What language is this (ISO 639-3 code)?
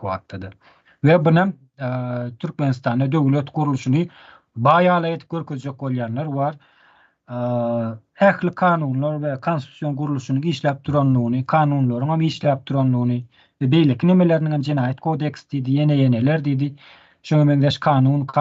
tuk